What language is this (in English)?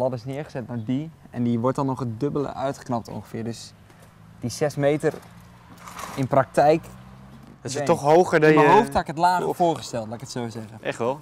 Dutch